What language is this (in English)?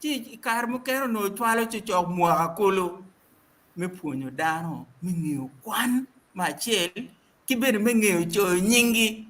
Acoli